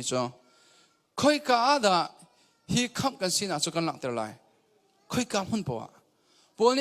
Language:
Hakha Chin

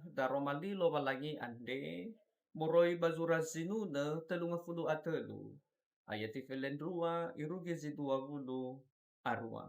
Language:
Nias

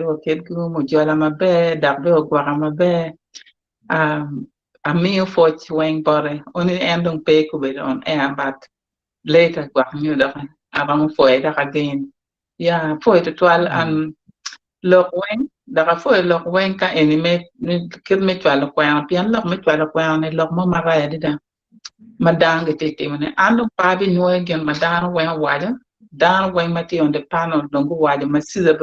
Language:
Acoli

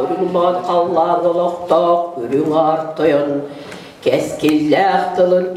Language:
Yakut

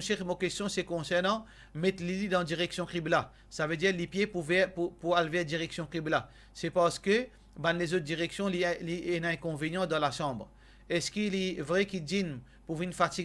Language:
Morisyen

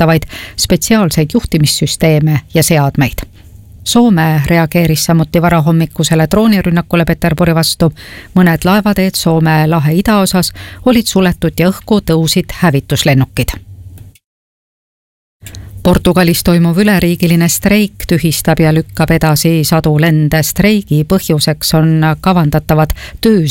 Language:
Estonian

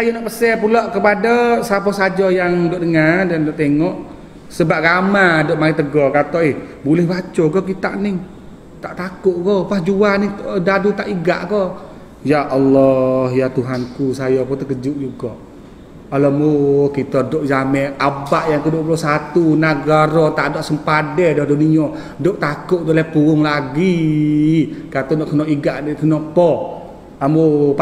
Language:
Malay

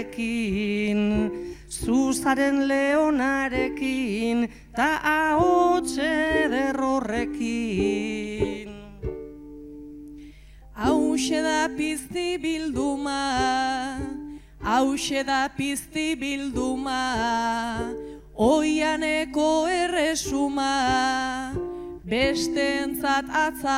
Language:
Basque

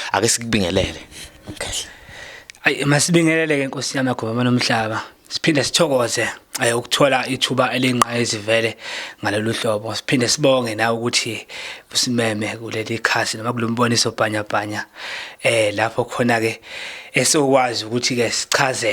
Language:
Zulu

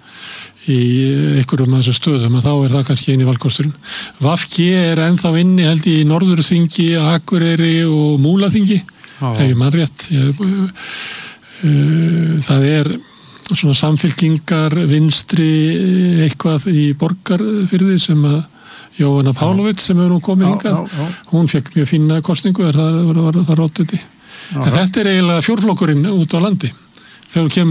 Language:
Icelandic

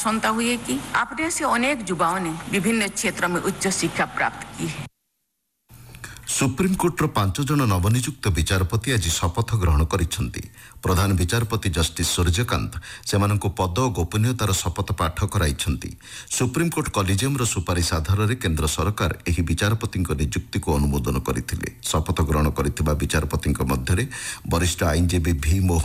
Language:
Odia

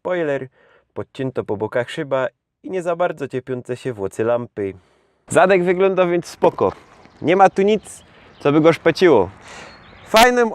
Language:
Silesian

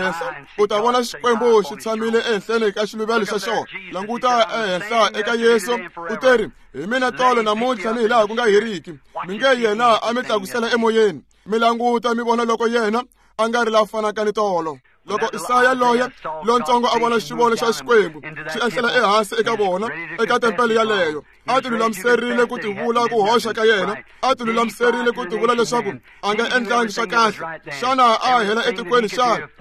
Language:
Tsonga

